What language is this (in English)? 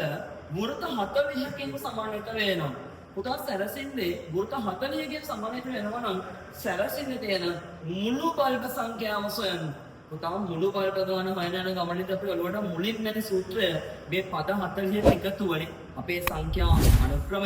Sinhala